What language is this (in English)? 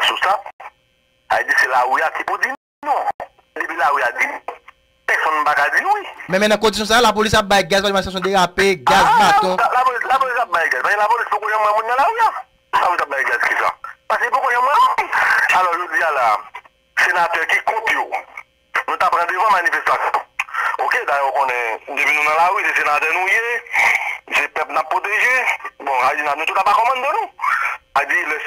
Haitian Creole